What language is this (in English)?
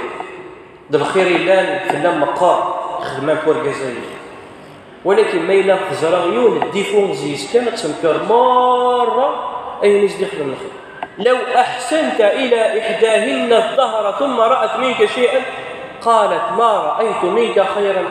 Kabyle